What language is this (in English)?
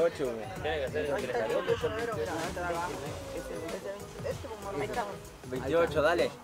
Spanish